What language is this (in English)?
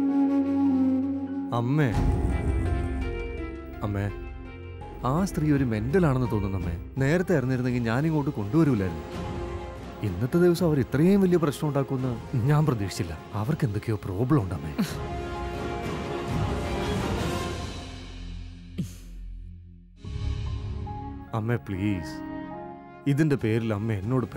Malayalam